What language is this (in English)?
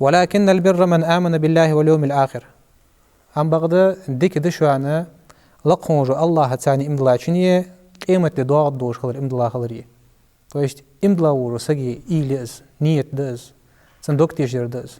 Ingush